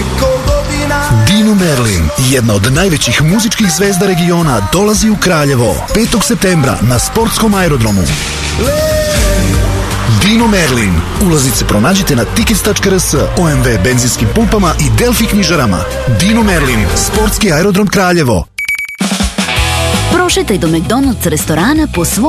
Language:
Serbian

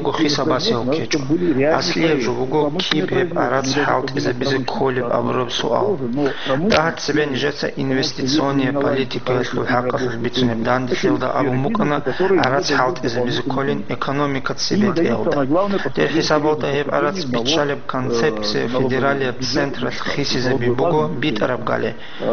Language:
Avaric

